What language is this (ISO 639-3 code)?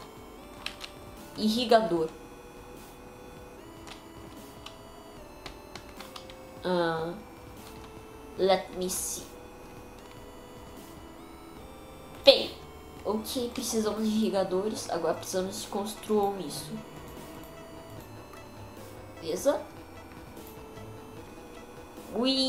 por